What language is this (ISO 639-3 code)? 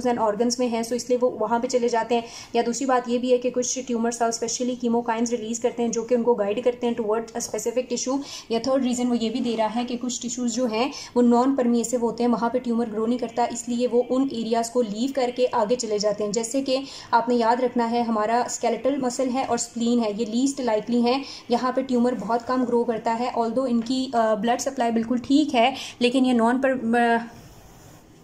hin